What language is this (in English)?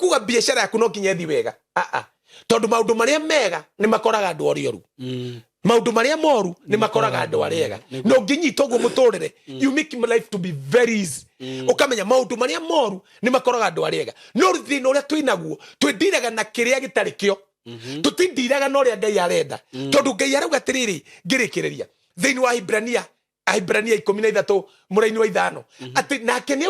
Kikuyu